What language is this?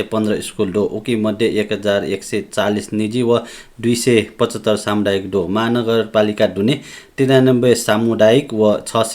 Newari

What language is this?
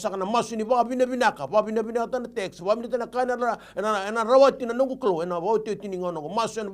Fijian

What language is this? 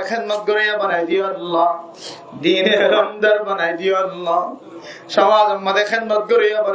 Rohingya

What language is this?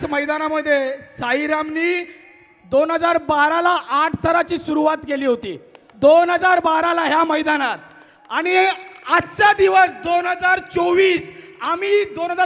Marathi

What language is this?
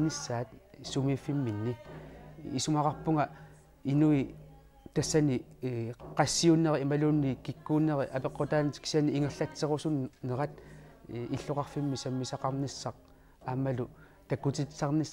Kalaallisut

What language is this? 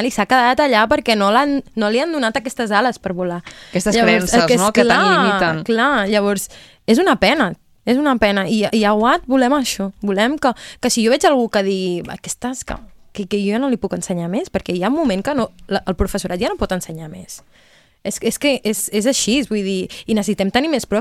Catalan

